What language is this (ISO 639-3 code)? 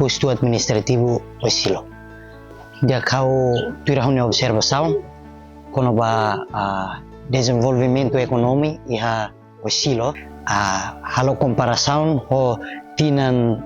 tet